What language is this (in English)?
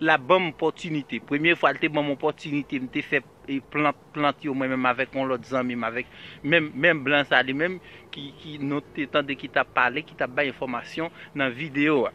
Haitian Creole